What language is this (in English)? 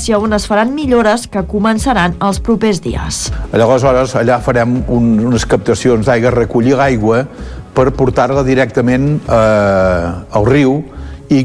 Catalan